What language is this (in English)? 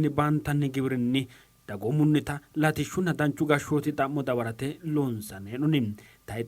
Sidamo